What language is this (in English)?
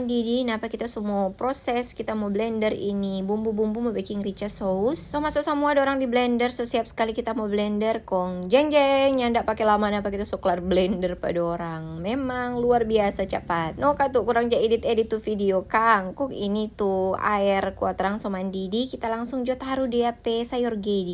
Manado Malay